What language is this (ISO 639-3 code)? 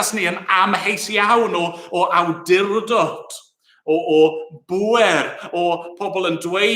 cym